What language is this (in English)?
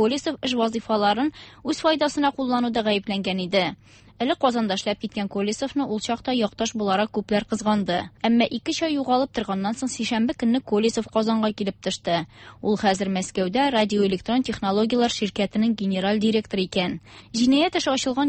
Tatar